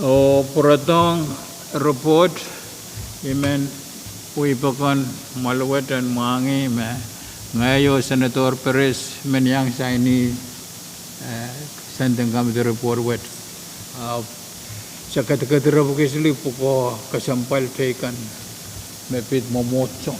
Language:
Pohnpeian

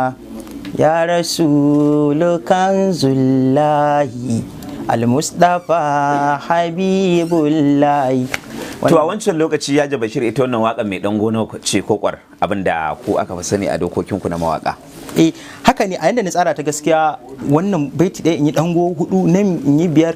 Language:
Hausa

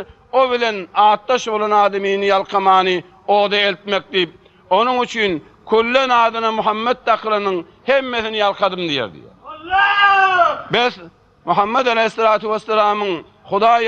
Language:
Turkmen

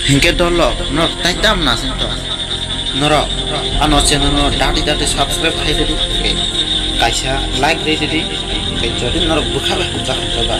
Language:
Kok Borok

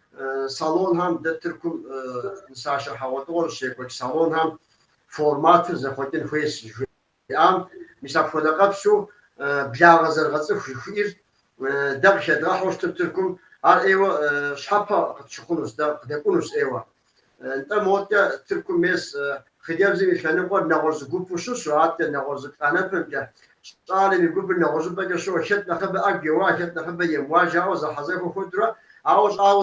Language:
Kabardian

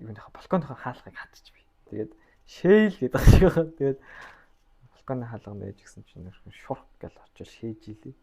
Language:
Mongolian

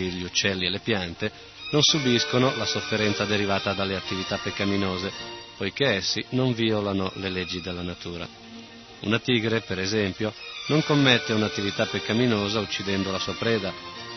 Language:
Italian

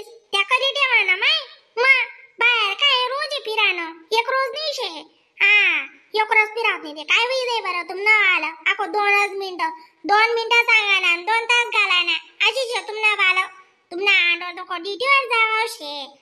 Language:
Khandesi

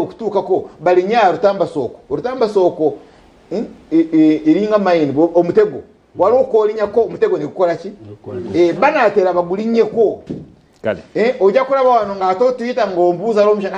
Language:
Ganda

